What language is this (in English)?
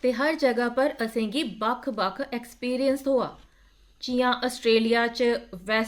Dogri